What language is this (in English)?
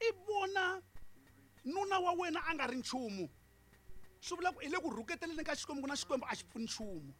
Tsonga